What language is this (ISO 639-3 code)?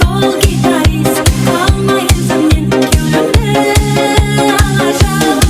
kaa